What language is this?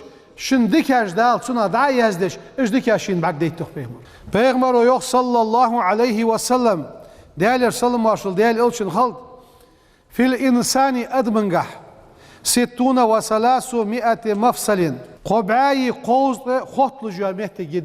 Ingush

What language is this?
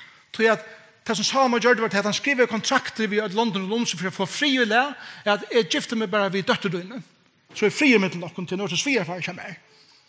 Faroese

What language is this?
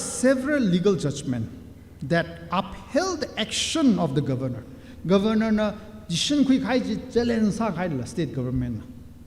Tangkhul Naga (India)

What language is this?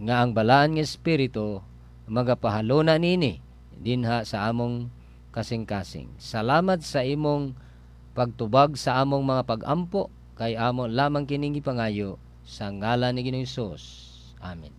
Cebuano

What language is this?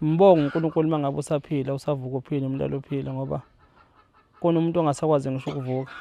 Zulu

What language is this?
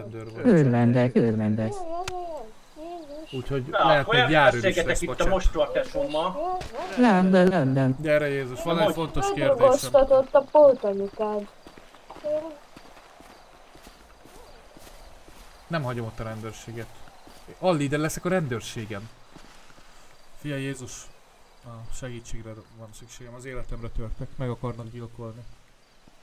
Hungarian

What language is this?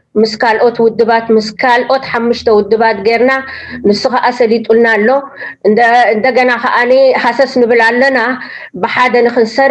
Tigrinya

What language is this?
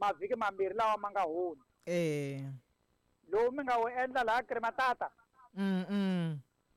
Tsonga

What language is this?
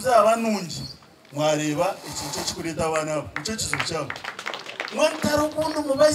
Nyankole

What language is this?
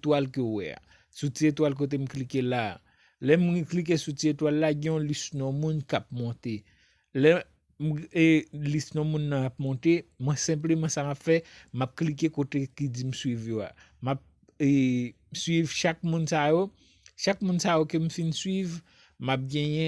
Haitian Creole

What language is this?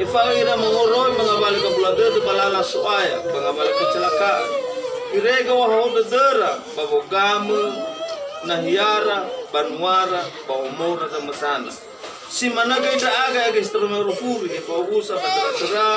Nias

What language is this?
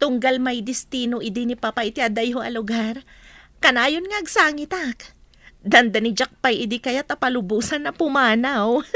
Iloko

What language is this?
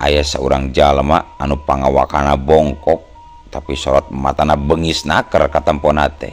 Sundanese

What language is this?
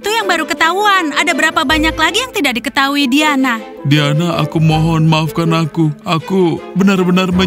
Indonesian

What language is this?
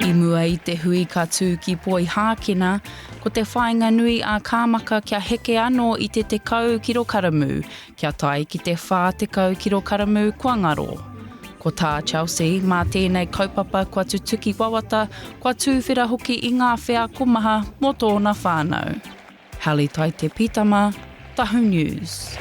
Māori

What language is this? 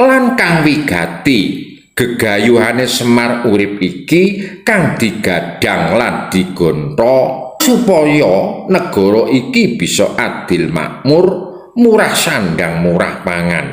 Javanese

